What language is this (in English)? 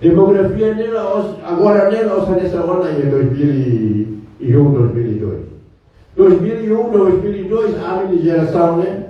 Tetum